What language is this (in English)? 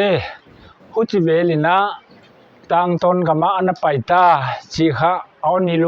Paite Chin